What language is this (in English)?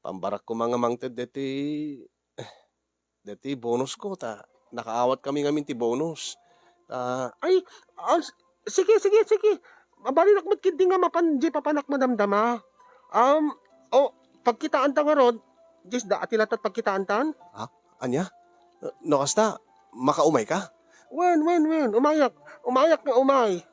Iloko